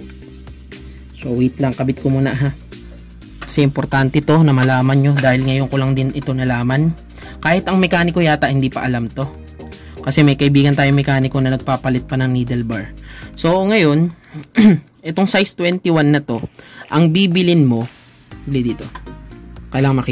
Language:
Filipino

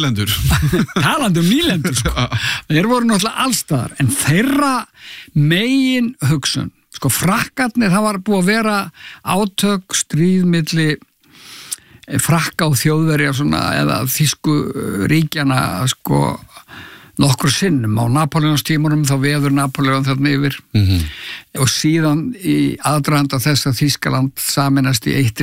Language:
Icelandic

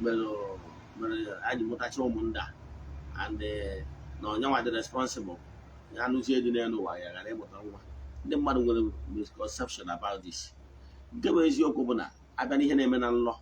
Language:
Igbo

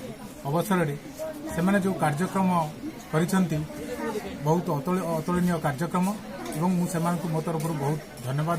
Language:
Odia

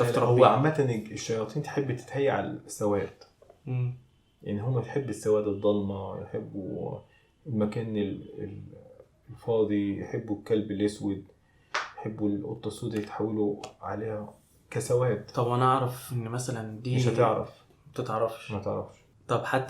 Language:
Egyptian Arabic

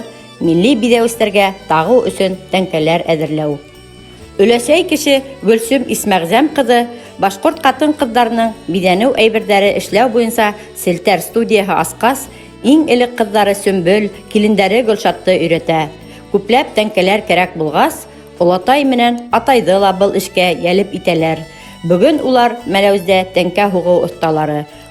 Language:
Bashkir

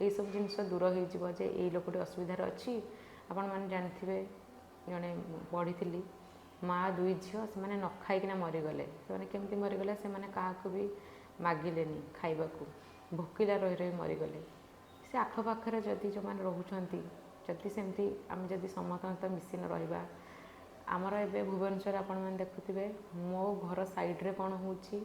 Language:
Odia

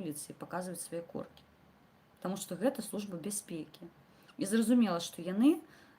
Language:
Belarusian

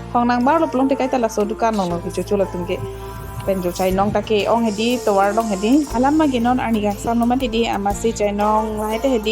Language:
Karbi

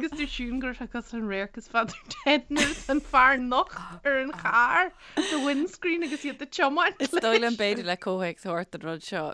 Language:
Irish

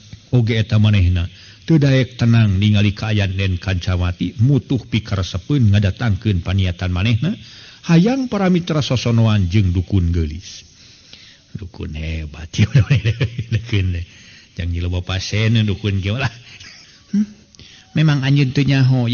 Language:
Sundanese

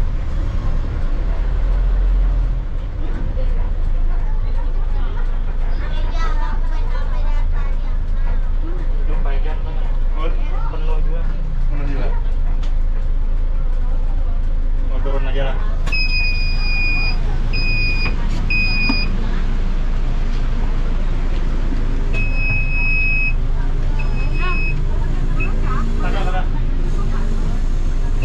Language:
Indonesian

